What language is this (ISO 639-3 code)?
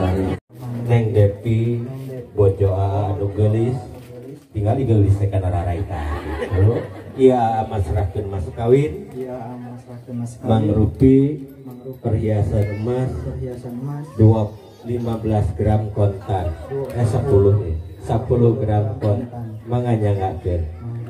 sun